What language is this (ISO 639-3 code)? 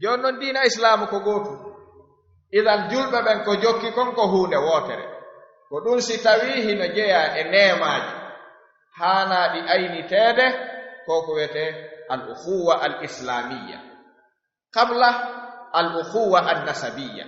ful